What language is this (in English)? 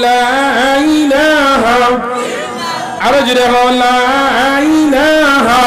Sylheti